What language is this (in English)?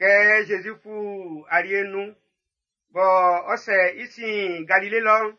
Baoulé